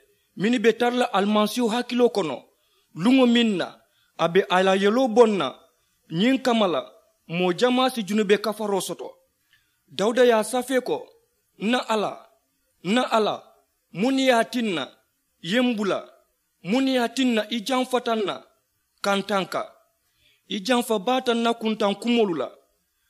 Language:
Mandingo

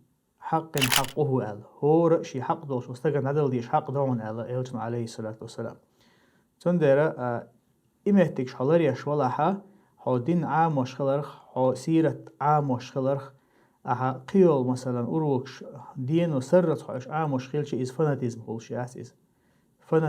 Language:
Chechen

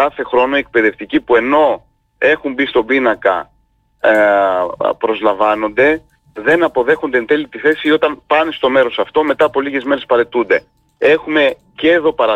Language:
Greek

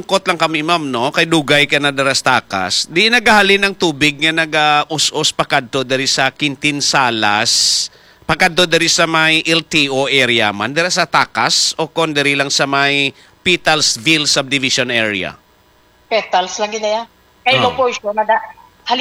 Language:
Hiligaynon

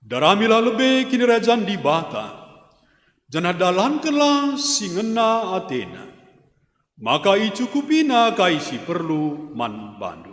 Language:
Batak Karo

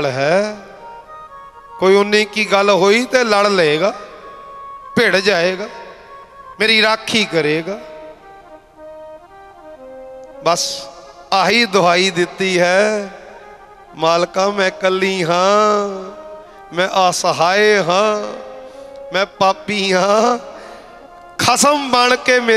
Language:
Punjabi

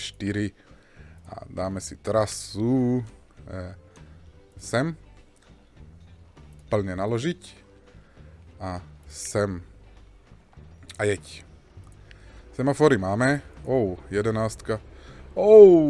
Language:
Slovak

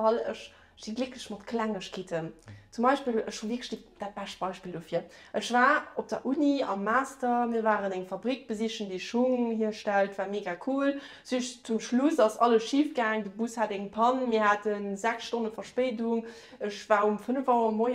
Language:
Luxembourgish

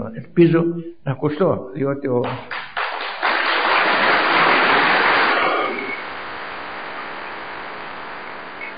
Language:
Greek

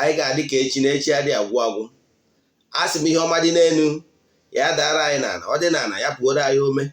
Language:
Igbo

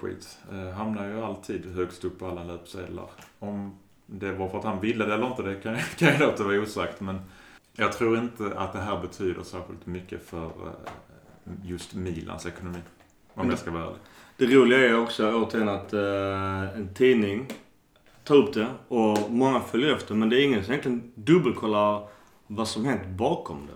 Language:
Swedish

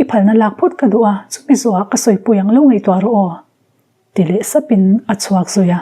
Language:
Mizo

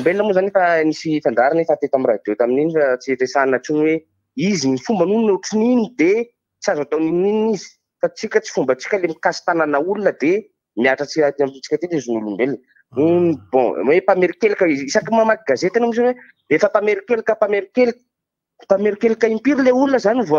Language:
Malagasy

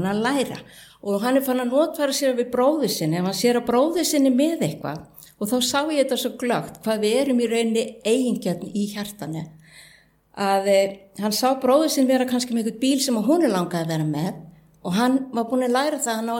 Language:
Icelandic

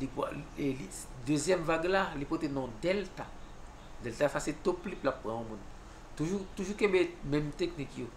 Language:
Haitian Creole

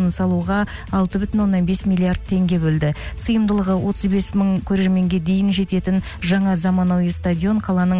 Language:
Kazakh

